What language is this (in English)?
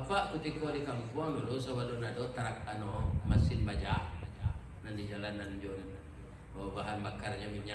Minangkabau